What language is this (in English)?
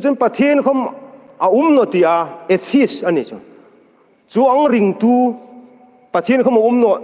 Hmar